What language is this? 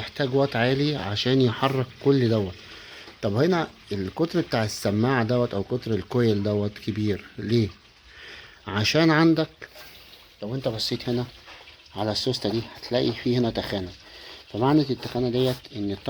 Egyptian Arabic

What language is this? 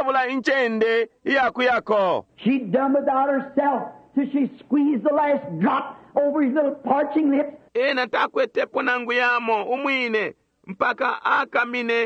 Bemba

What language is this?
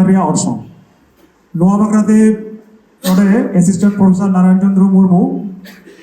Santali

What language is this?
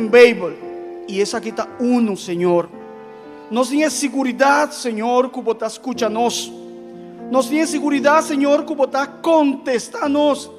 Papiamento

